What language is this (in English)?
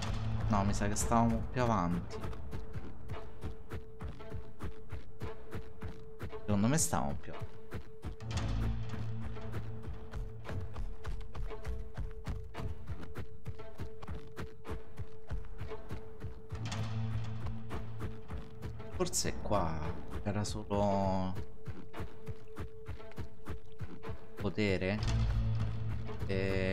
Italian